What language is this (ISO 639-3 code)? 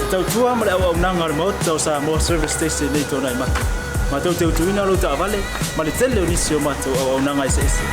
smo